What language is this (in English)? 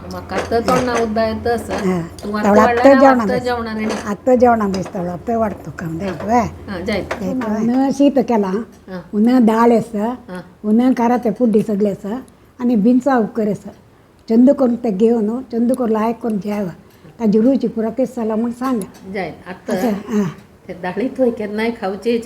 Konkani